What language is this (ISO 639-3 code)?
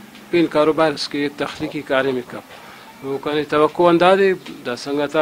brh